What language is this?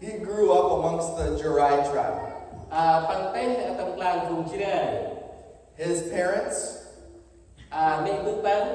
Central Mnong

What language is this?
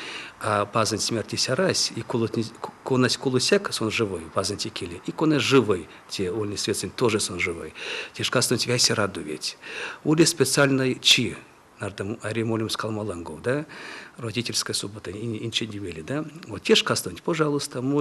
Erzya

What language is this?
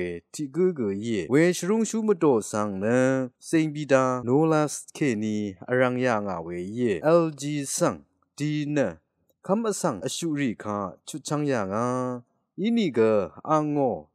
Rawang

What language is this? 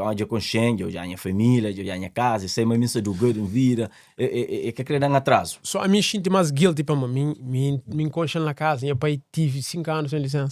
Kabuverdianu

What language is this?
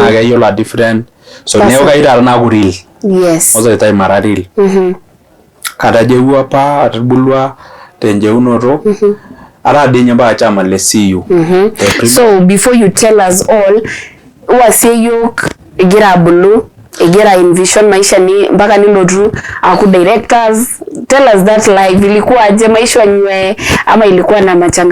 Masai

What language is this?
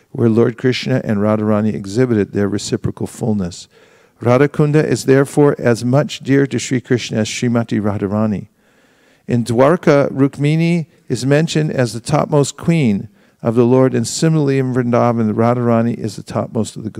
English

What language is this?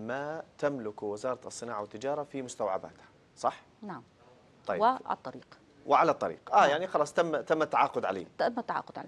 Arabic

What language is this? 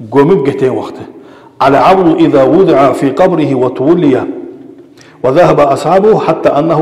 Kumyk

